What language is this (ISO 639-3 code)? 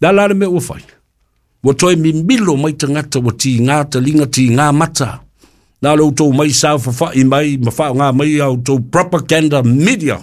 smo